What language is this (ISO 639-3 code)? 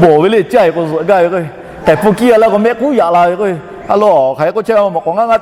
lhu